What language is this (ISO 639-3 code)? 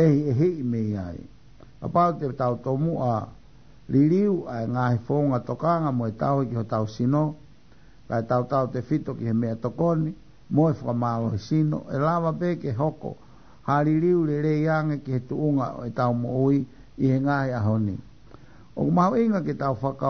ton